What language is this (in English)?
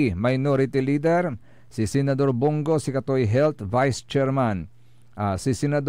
Pangasinan